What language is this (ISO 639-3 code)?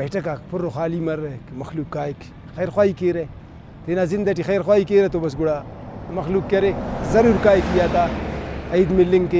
brh